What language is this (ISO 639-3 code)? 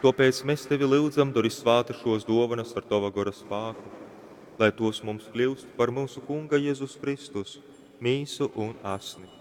ltg